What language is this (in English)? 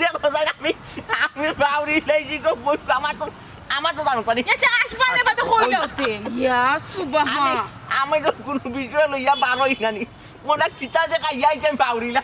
Sylheti